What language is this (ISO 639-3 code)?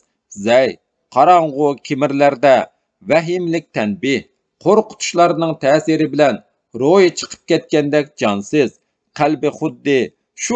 uig